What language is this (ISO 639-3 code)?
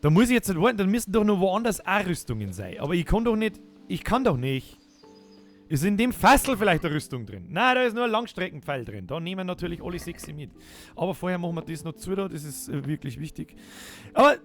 bar